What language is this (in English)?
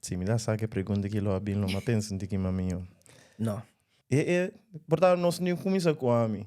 Papiamento